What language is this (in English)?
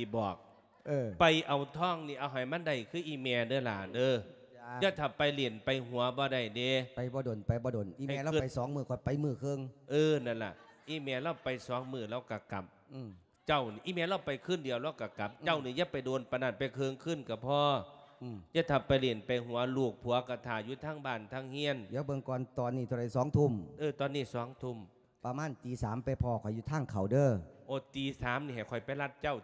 Lao